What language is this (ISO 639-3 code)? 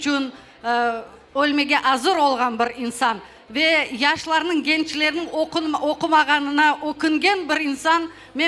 crh